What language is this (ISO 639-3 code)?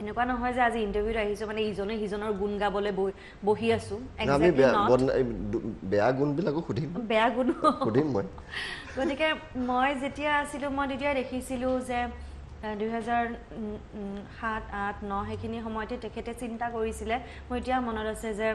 asm